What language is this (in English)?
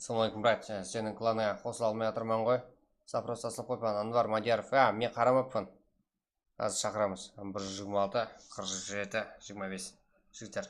Kara-Kalpak